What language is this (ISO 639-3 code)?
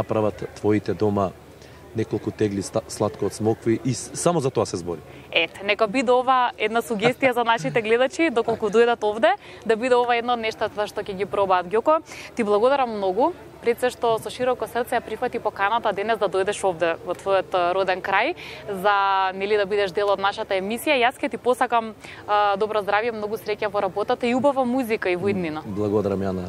mkd